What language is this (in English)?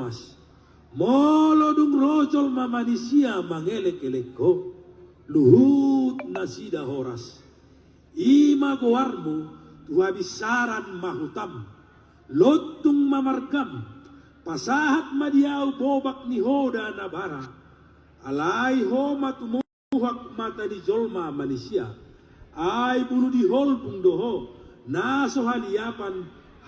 Batak Toba